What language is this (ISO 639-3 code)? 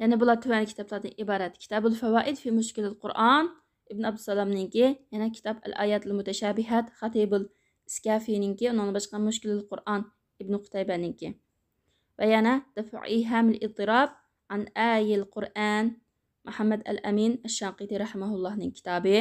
uig